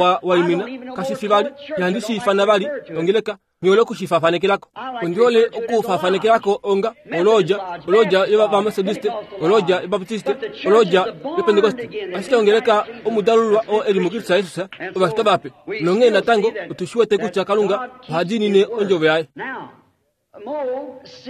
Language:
Kuanyama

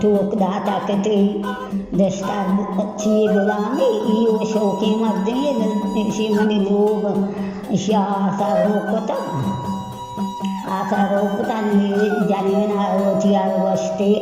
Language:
Baluchi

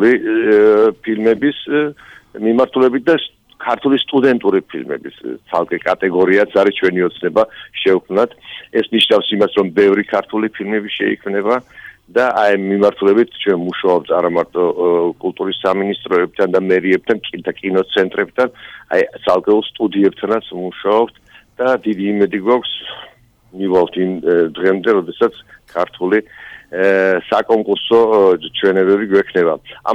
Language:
Georgian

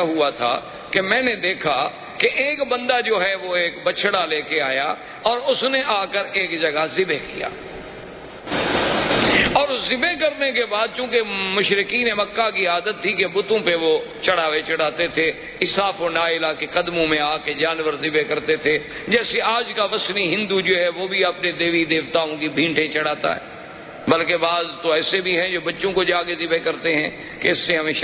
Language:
Urdu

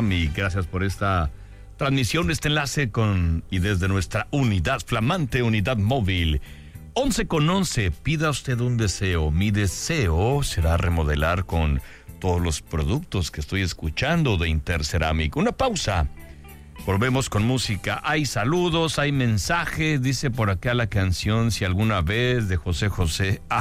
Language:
Spanish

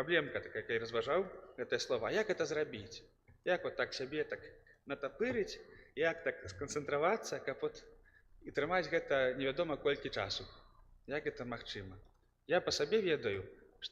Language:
Belarusian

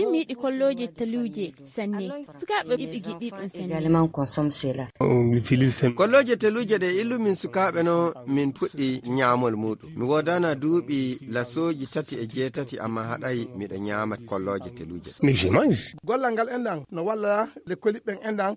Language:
Fula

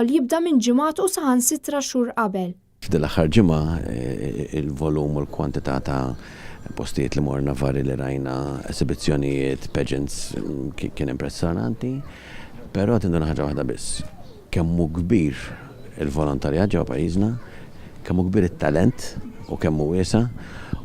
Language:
Maltese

